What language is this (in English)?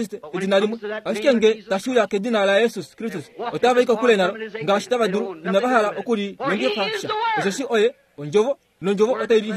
Kuanyama